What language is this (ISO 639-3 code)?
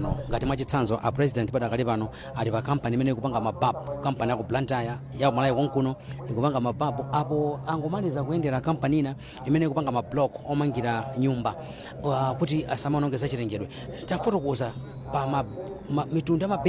nya